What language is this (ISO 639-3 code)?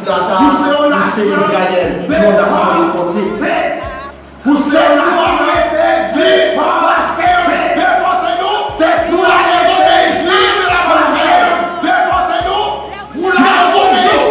hat